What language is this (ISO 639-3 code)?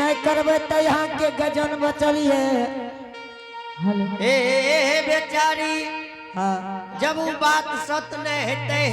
anp